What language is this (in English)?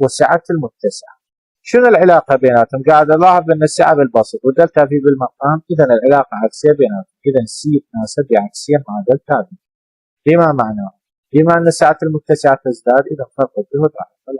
Mesopotamian Arabic